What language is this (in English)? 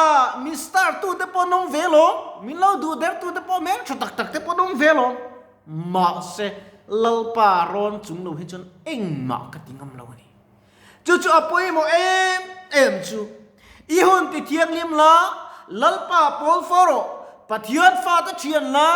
Mizo